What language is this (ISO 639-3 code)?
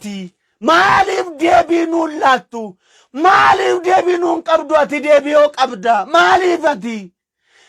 orm